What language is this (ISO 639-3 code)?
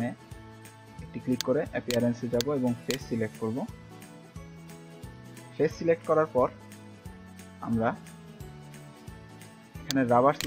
ben